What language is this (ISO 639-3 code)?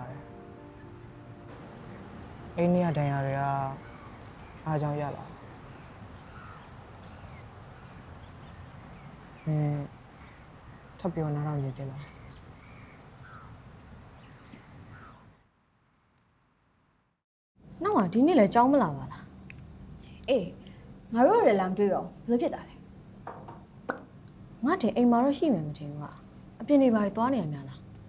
mya